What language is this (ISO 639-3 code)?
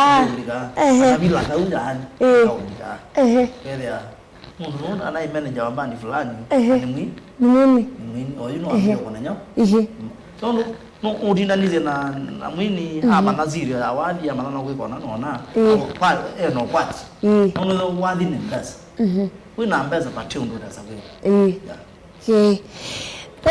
kam